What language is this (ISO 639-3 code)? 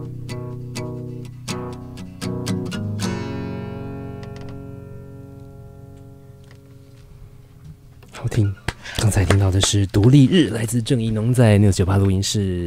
zho